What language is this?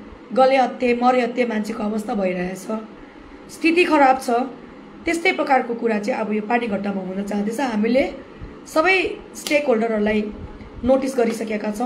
Nepali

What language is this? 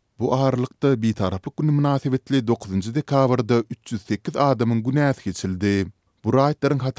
Turkmen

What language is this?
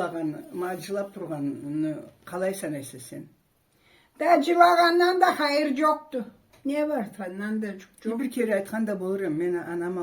Karachay-Balkar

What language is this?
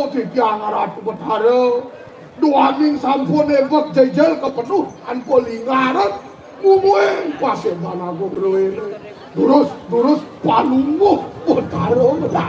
Balinese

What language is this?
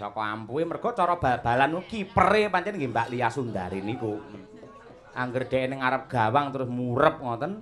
Javanese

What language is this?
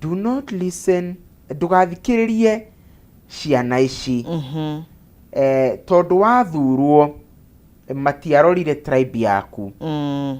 Kikuyu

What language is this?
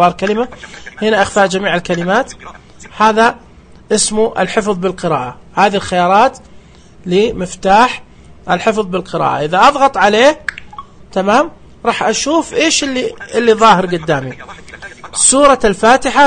Najdi Arabic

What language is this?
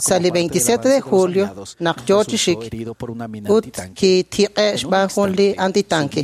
Kekchí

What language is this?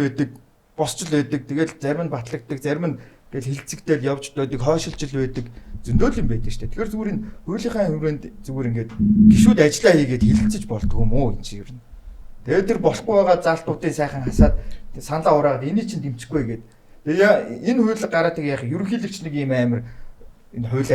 Mongolian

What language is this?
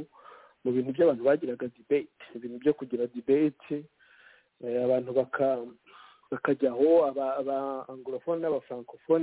Kinyarwanda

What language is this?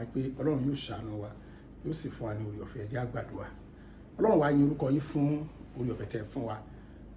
Yoruba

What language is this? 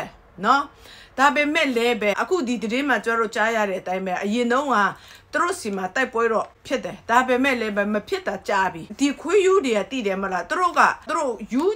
Burmese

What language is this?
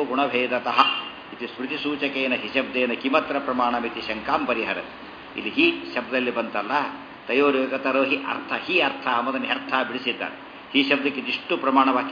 Kannada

